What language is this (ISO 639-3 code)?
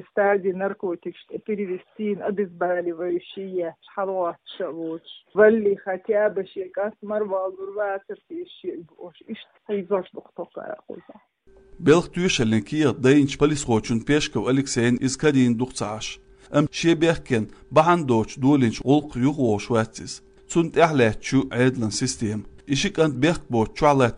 che